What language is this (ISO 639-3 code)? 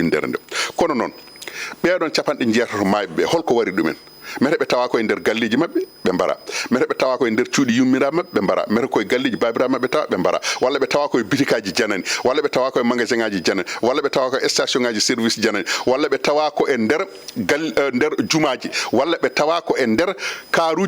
ful